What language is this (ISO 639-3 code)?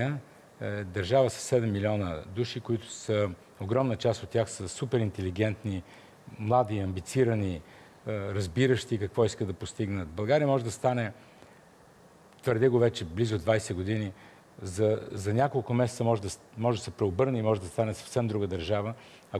bul